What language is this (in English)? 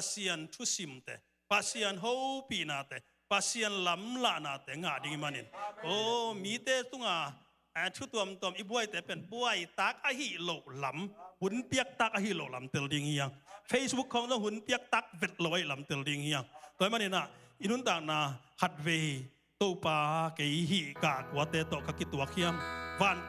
Tedim Chin